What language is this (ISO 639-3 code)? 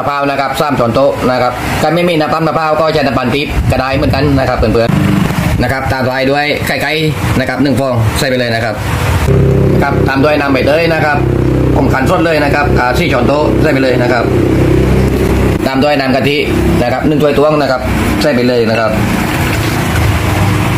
tha